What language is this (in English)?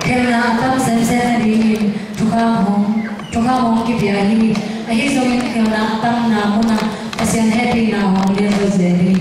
Tedim Chin